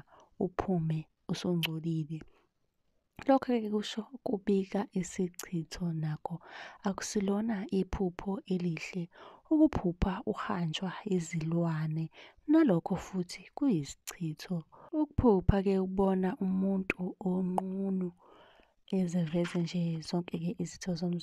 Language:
Zulu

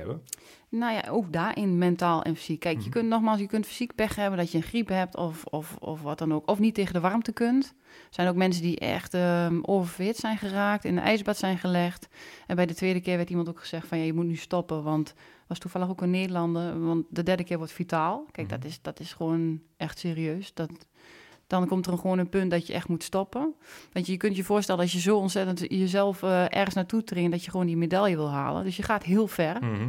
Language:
Dutch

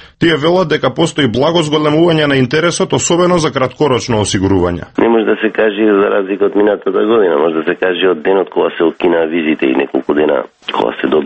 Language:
Macedonian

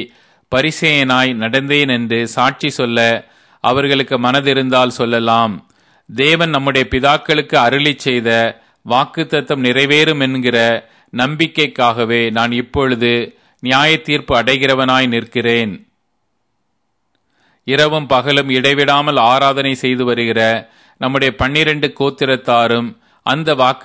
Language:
Tamil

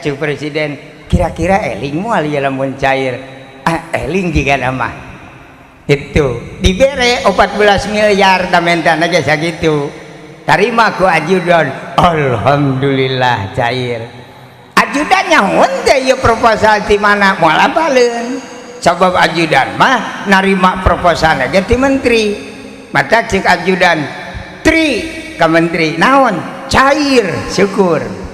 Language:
Sundanese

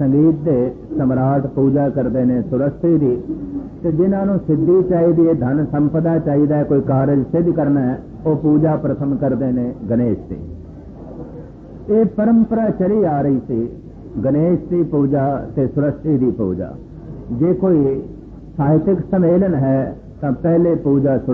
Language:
Punjabi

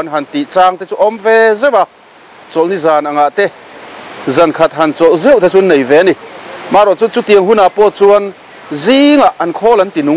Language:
Mizo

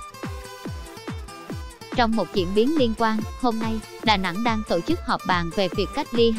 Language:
Vietnamese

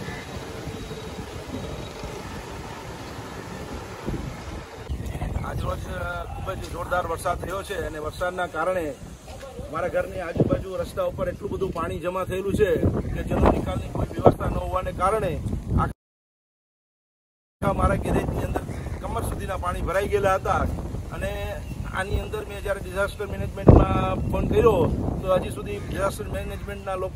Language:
Gujarati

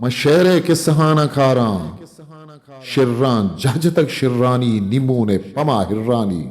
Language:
Eastern Balochi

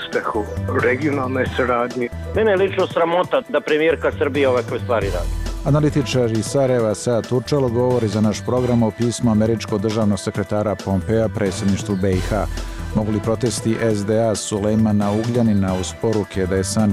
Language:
Bosnian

